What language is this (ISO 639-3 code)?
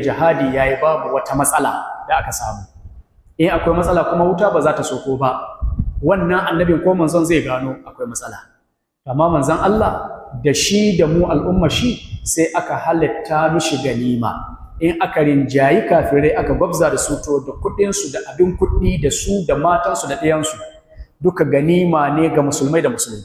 hau